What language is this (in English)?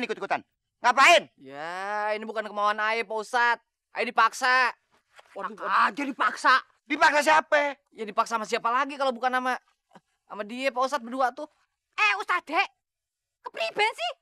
Betawi